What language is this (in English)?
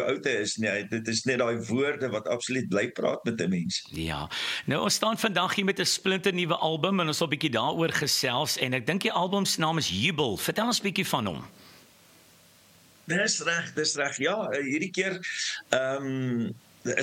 Afrikaans